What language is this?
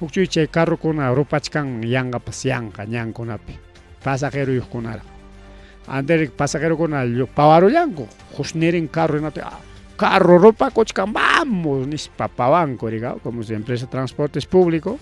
Ayacucho Quechua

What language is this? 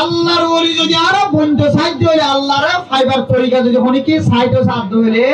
Rohingya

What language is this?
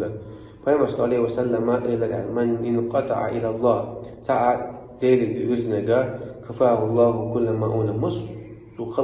Chechen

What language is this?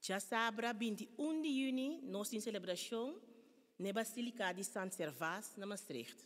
Papiamento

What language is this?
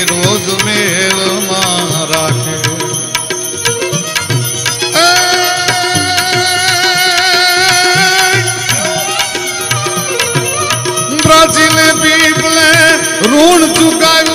Gujarati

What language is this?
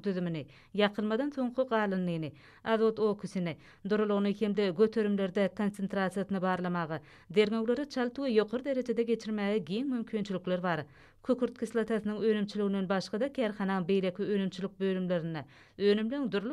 Turkmen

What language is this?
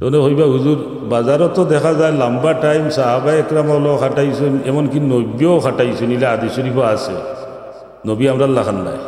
Sylheti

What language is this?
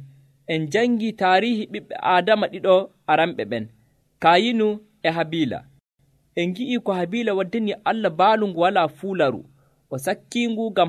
Nigerian Fulfulde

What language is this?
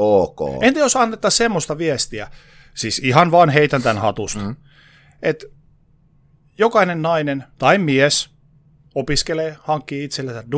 Finnish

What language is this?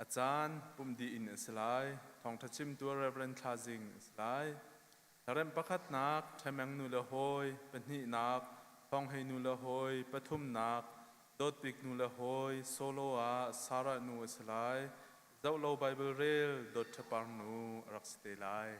Hakha Chin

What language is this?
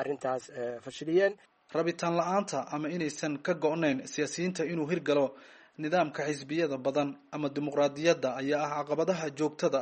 Somali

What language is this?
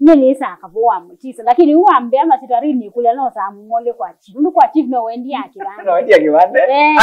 Kamba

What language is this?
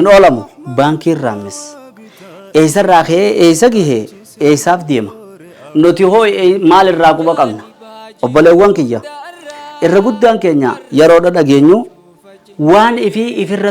Oromo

